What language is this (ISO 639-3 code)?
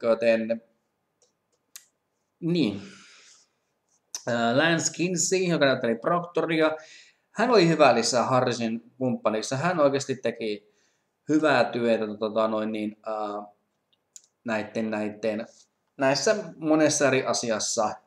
fin